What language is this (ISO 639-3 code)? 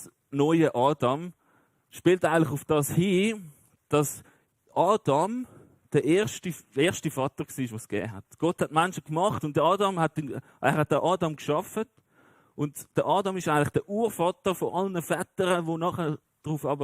gsw